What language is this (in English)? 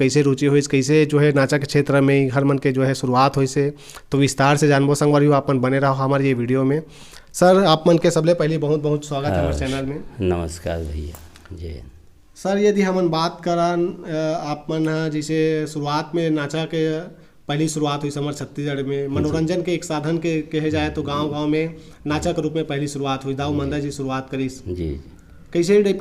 Chhattisgarhi